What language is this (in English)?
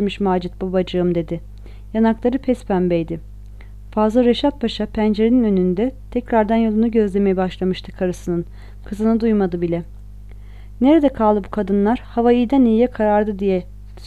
Turkish